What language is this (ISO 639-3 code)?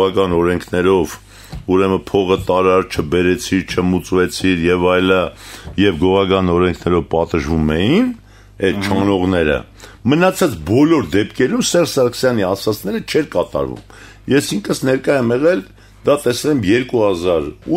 hye